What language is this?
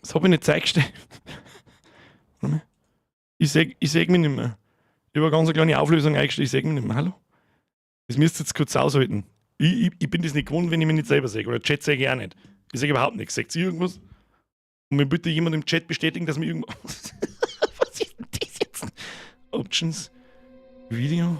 Bavarian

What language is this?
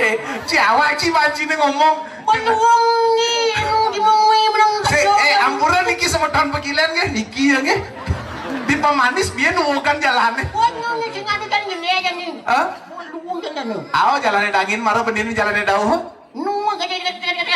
Balinese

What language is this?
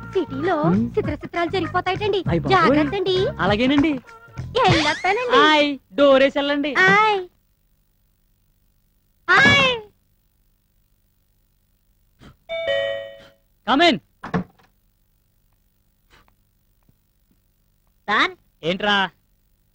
Telugu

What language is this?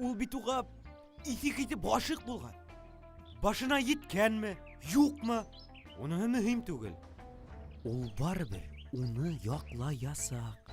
Bashkir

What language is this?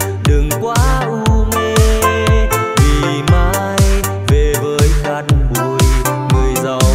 Vietnamese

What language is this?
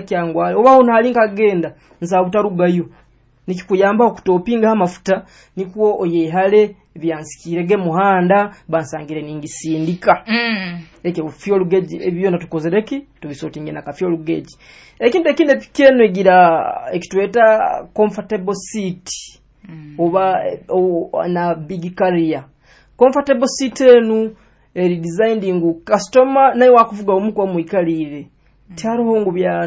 Nyoro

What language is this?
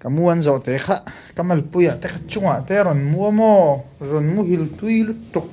Mizo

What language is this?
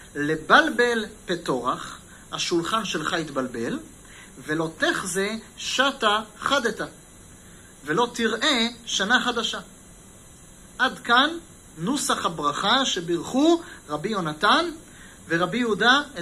Hebrew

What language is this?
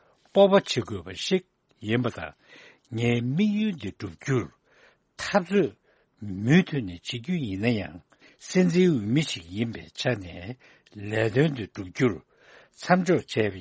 Tibetan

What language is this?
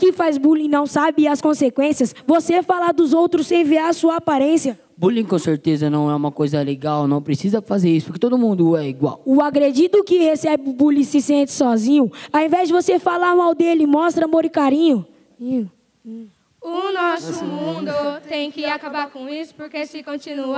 Portuguese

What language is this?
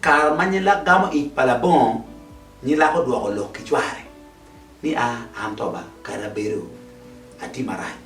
Acoli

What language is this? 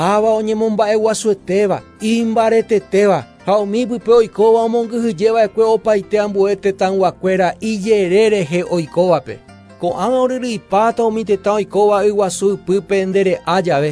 Guarani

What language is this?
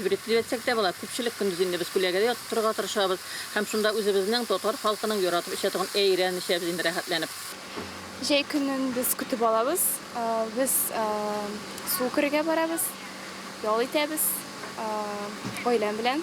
Tatar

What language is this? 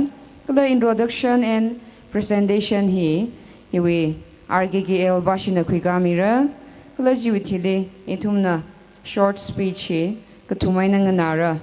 Tangkhul Naga (India)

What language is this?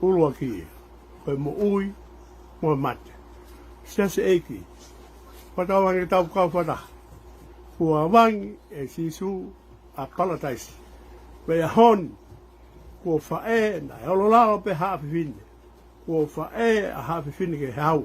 Tongan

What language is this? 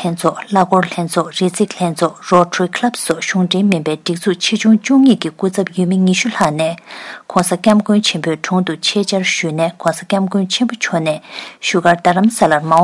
Tibetan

